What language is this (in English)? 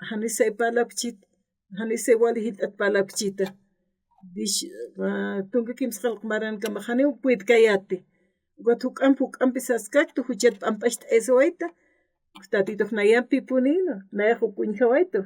Aymara